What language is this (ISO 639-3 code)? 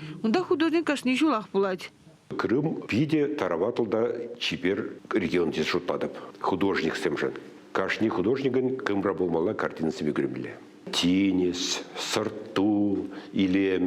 chv